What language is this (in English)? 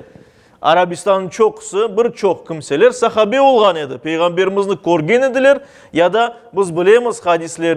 Crimean Tatar